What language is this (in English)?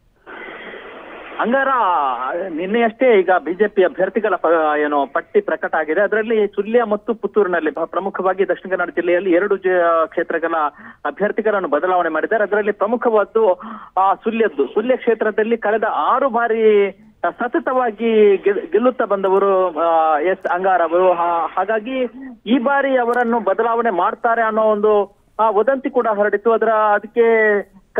Kannada